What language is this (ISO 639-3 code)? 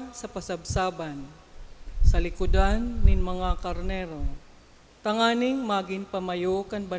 bik